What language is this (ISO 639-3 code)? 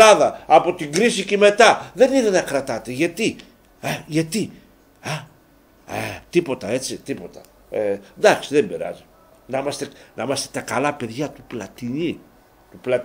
ell